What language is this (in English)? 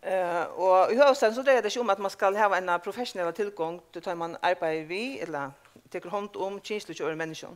Faroese